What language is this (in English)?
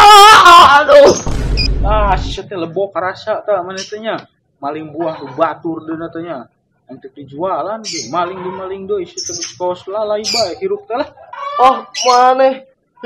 Sundanese